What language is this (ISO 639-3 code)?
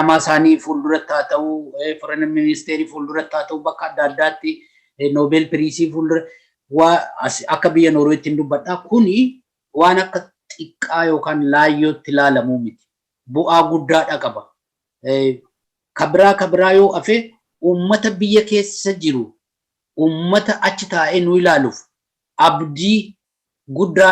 orm